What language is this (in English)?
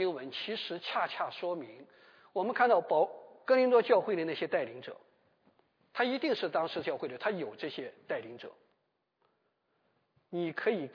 Chinese